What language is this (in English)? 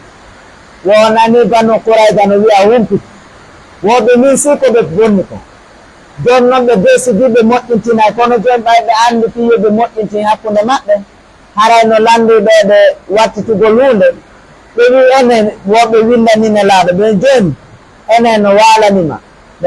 Pular